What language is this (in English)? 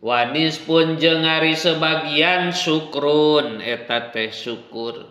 Sundanese